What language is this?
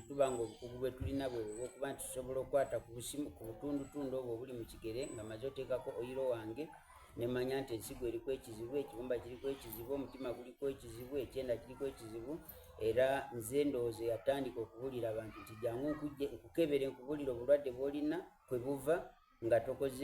Soga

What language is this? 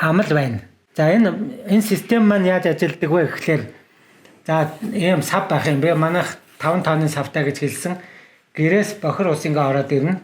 Mongolian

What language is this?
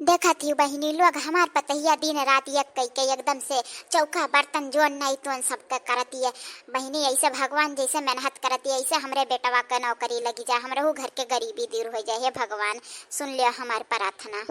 Awadhi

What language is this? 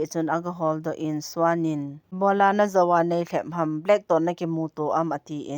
Thado Chin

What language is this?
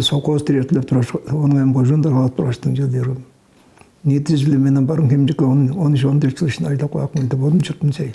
Tuvinian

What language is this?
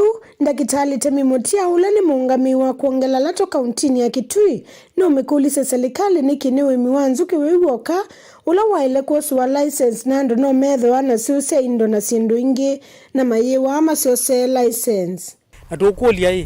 Kamba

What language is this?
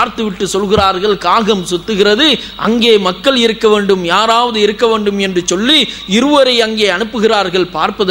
Tamil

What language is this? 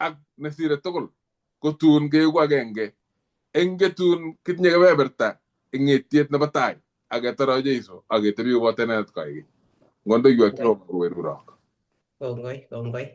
Kalenjin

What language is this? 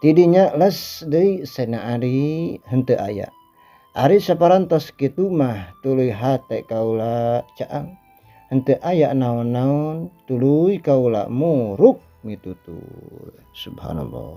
Sundanese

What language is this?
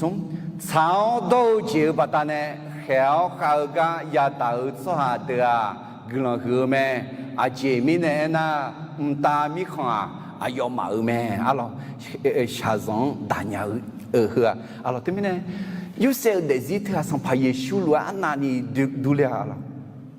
Akha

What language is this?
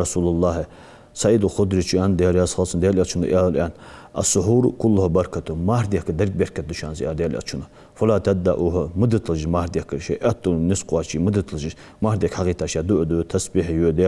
Ingush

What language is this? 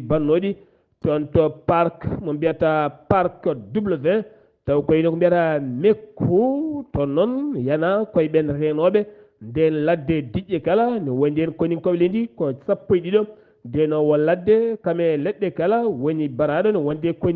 Fula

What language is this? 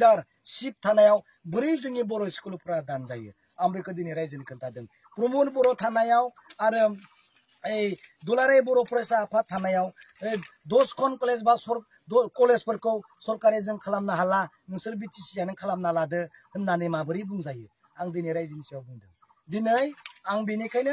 Bodo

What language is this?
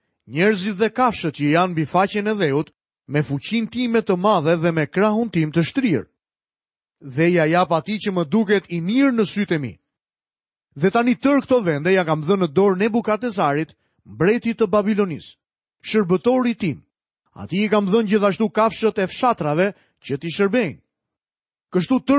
Albanian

